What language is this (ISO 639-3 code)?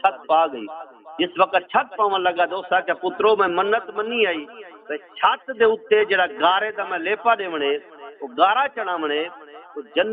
skr